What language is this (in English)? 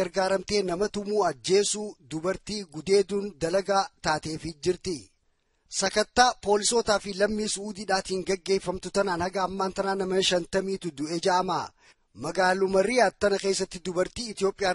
Oromo